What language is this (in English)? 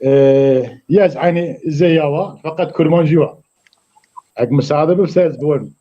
Zaza